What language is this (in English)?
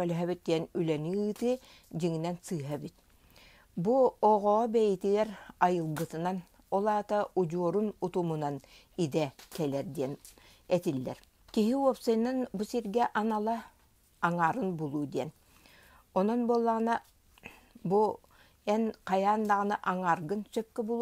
Yakut